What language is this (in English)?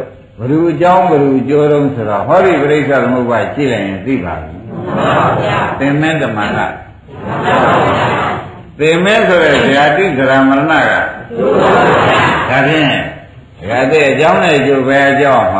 Burmese